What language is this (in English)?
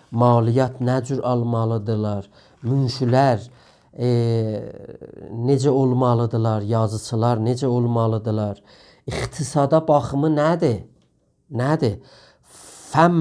South Azerbaijani